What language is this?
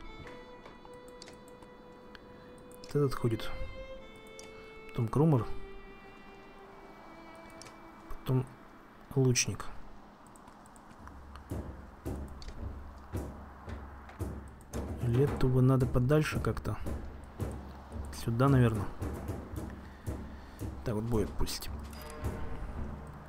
Russian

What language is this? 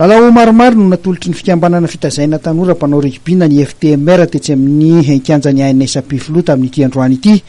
Malagasy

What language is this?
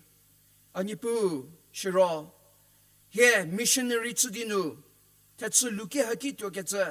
Angami Naga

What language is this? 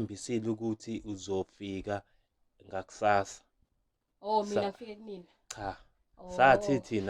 Zulu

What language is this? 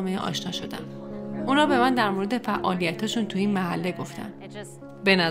Persian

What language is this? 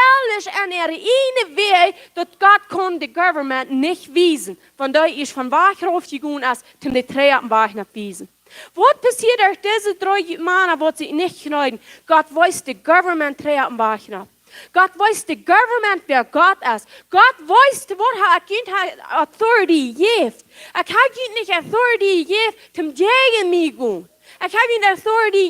Plautdietsch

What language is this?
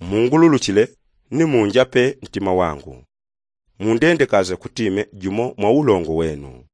Yao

